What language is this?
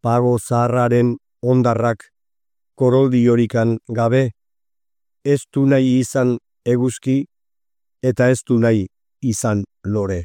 Basque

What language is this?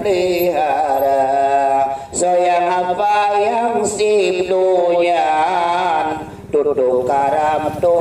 Achinese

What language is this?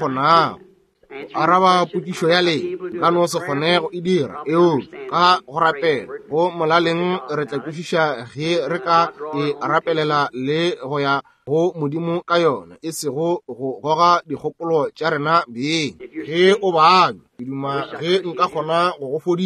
Northern Sotho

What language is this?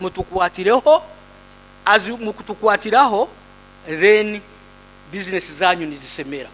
Nyoro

